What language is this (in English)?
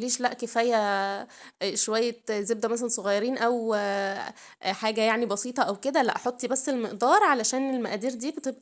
Egyptian Arabic